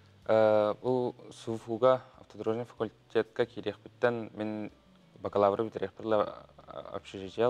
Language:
Yakut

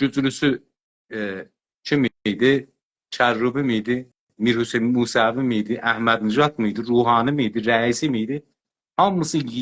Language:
South Azerbaijani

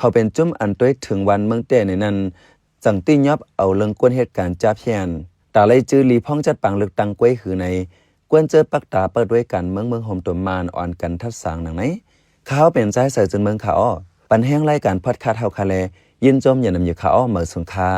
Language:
Shan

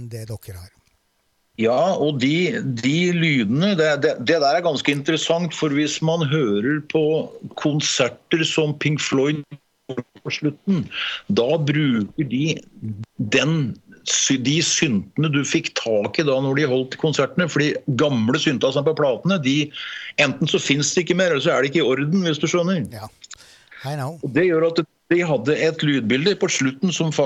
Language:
Norwegian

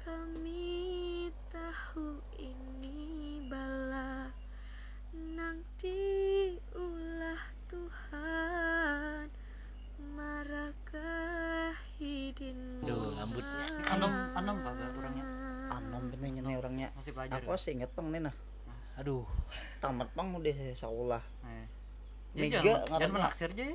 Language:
Banjar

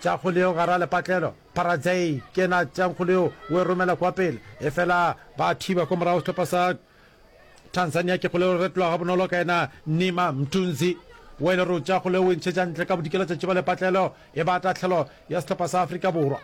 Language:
Northern Sotho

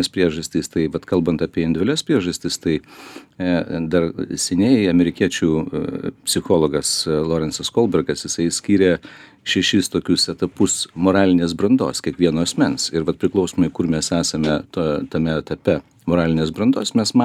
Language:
Lithuanian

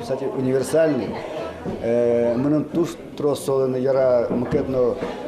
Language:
Udmurt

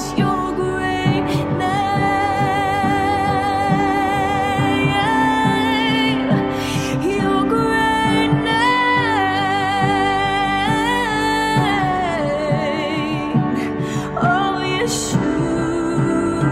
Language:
English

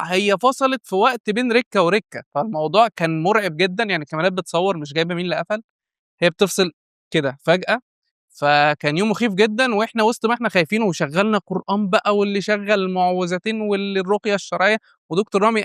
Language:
Egyptian Arabic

